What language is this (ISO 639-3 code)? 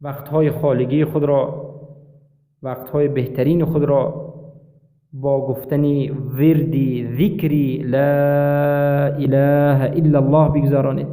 fas